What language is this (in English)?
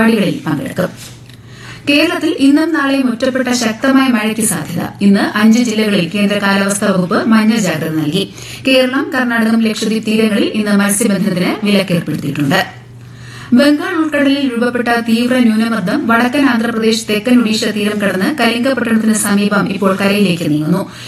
Malayalam